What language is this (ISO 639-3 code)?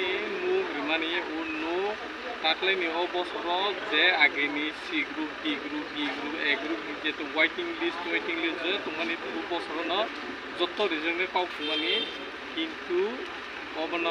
trp